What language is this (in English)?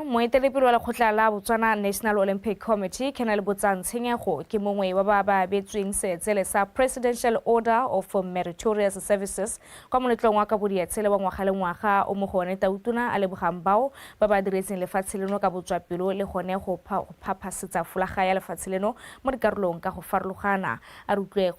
Tswana